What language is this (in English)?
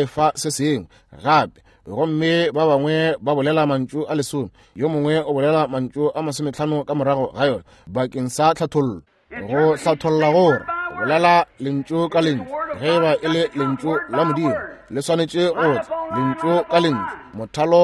Northern Sotho